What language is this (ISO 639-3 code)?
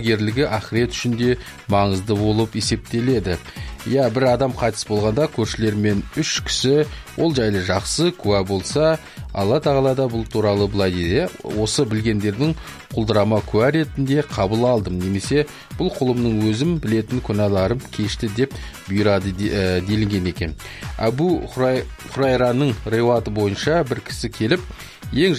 kaz